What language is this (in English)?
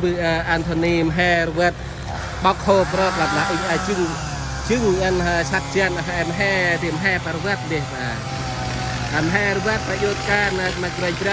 Central Mnong